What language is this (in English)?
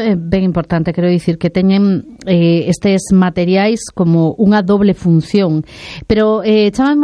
Galician